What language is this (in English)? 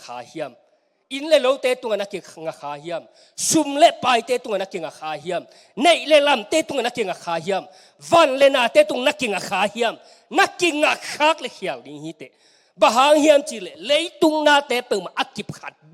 Tedim Chin